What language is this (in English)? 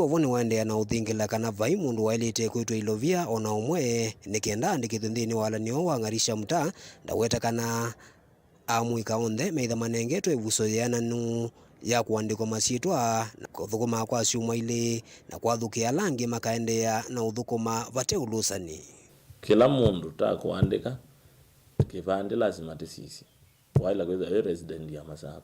Kamba